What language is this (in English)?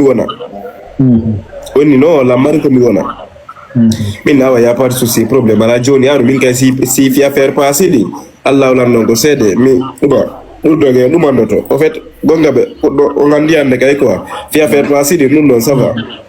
Fula